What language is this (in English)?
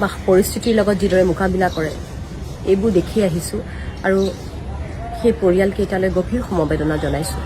Assamese